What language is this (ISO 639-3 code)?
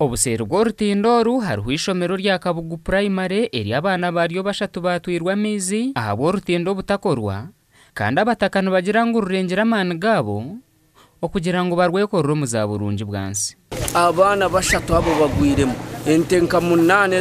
nyn